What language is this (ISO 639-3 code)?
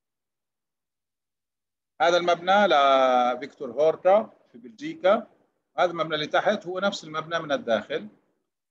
ara